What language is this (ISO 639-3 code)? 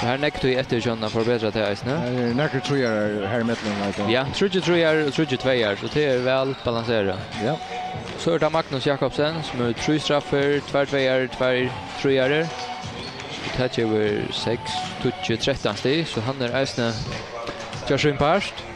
fao